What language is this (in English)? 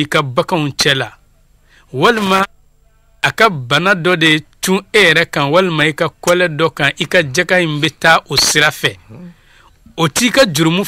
Bambara